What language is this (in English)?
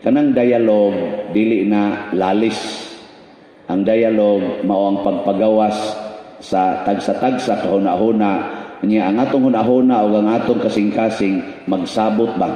Cebuano